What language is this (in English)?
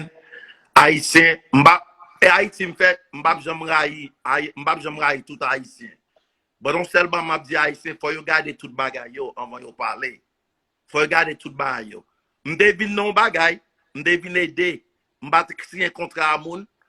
Haitian Creole